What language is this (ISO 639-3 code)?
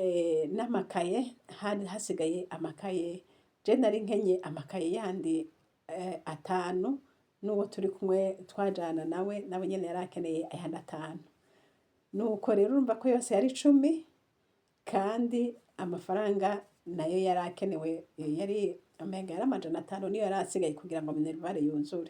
run